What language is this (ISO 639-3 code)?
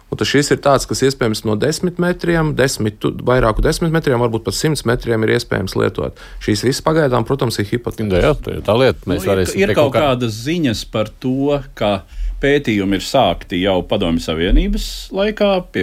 lav